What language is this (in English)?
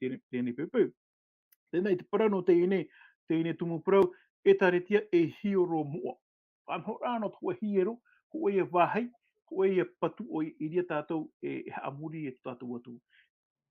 Tahitian